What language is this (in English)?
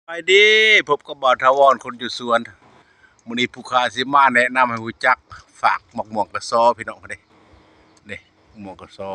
Lao